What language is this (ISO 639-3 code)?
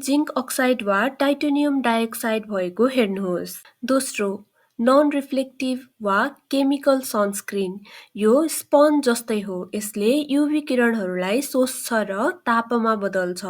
nep